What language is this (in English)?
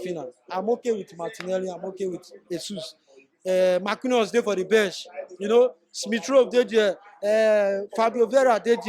Nigerian Pidgin